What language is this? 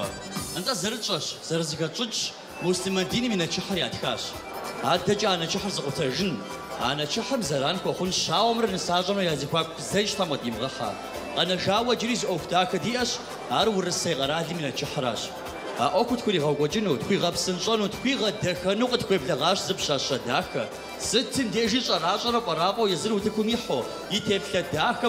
Kabardian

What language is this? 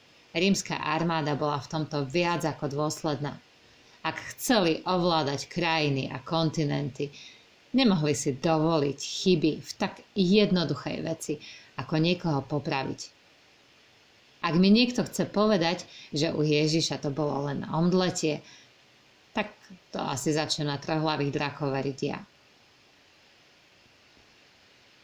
Slovak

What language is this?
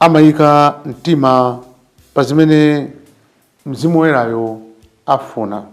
Nyanja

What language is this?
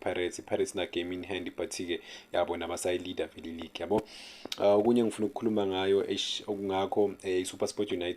Zulu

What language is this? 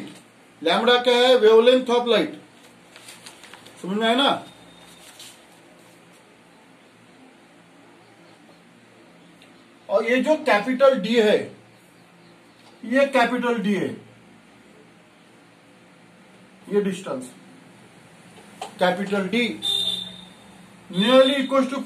Hindi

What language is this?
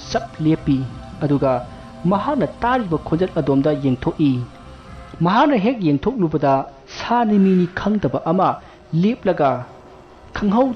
Manipuri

